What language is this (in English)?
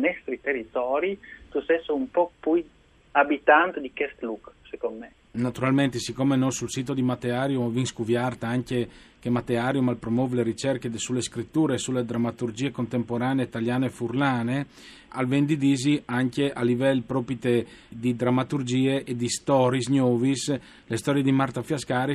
Friulian